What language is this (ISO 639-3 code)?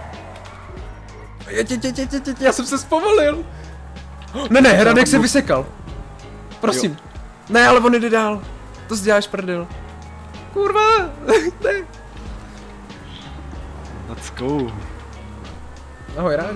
ces